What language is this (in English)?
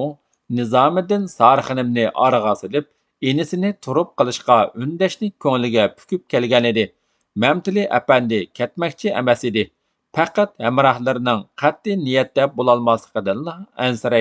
Uyghur